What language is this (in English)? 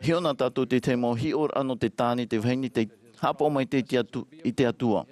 Tahitian